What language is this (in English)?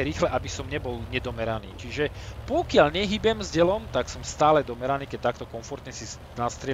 Slovak